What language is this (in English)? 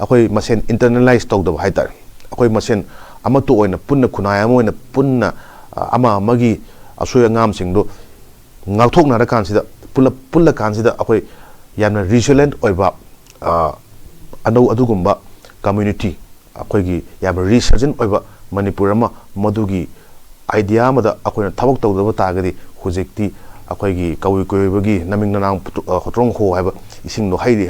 Manipuri